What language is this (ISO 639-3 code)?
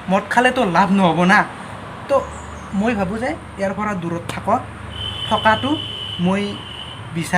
asm